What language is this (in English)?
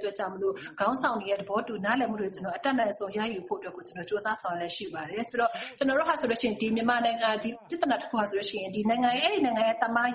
Burmese